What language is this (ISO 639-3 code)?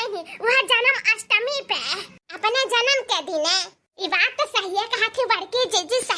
awa